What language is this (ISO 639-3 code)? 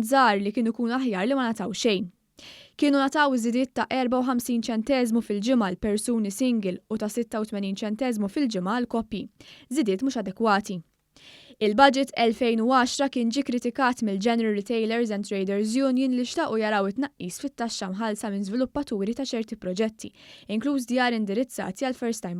mlt